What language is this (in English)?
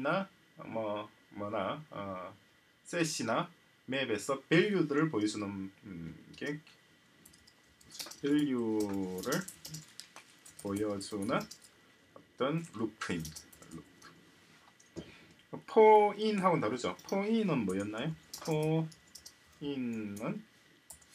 Korean